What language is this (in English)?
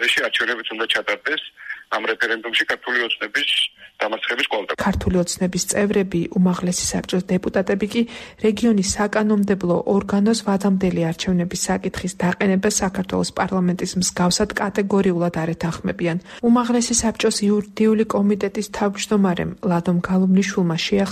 Georgian